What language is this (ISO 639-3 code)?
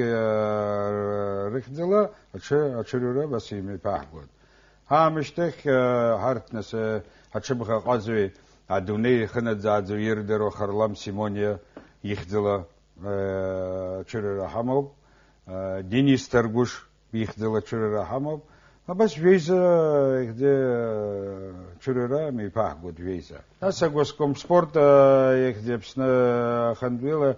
abk